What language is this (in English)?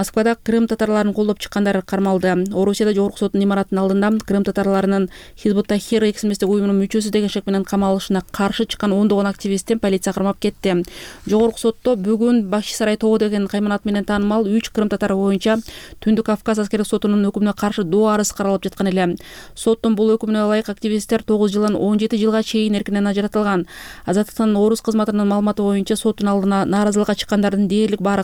Kyrgyz